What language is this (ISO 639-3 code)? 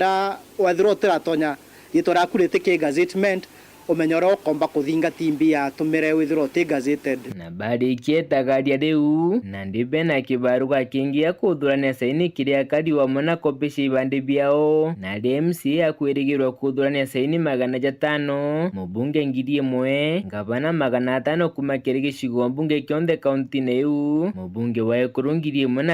mer